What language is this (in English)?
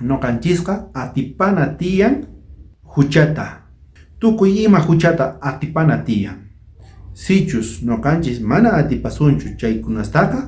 South Bolivian Quechua